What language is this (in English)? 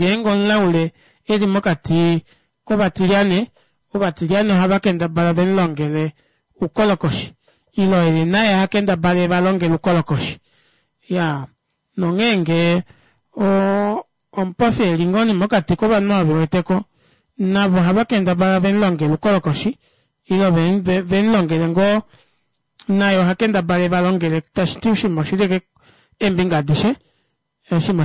Kuanyama